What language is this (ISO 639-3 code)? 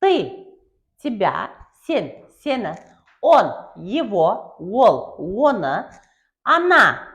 kaa